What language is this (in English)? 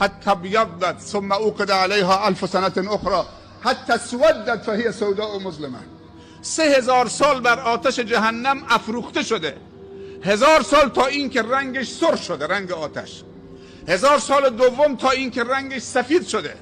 Persian